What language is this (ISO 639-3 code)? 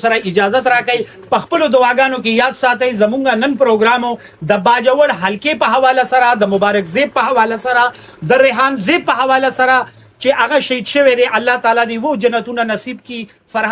pus